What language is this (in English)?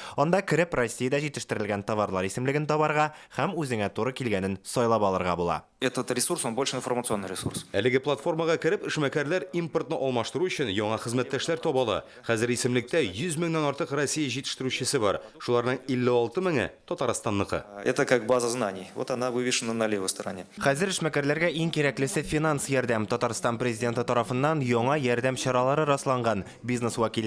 Tatar